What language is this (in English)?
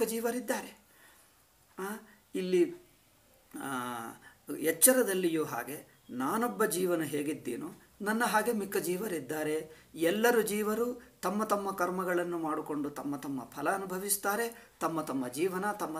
Kannada